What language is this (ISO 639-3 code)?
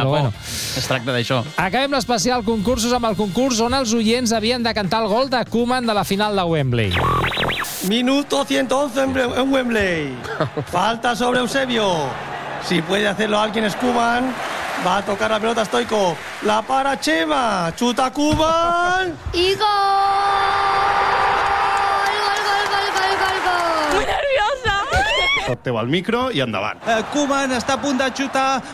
cat